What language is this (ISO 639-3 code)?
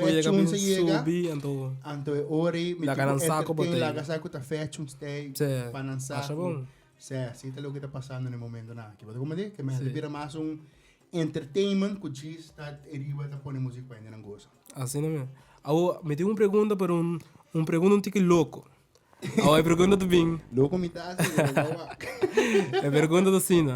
pap